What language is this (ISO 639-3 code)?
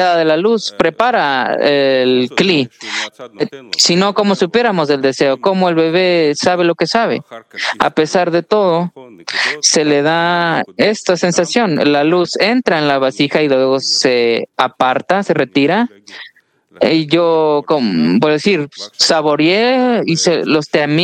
spa